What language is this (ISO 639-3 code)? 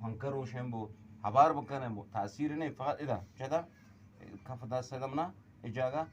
bgp